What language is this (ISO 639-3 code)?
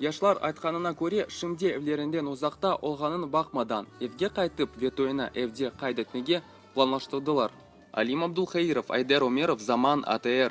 crh